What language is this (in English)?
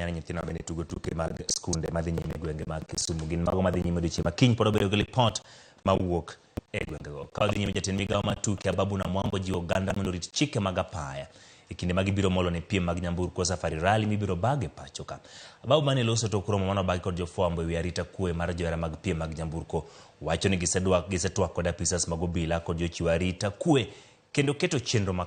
Luo (Kenya and Tanzania)